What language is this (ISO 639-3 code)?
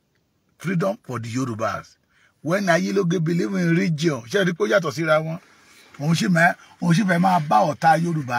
yor